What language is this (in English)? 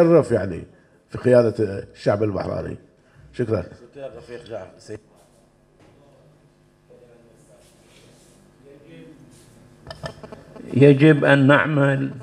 Arabic